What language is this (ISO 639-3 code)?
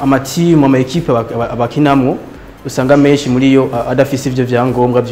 run